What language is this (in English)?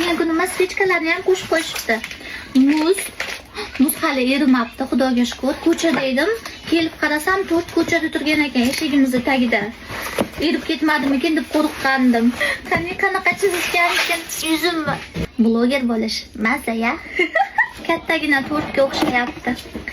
Uzbek